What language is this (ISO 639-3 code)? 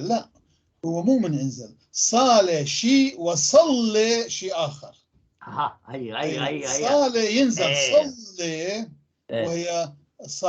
apc